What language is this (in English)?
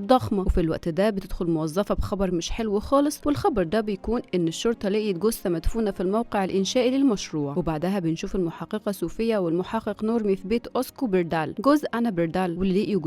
Egyptian Arabic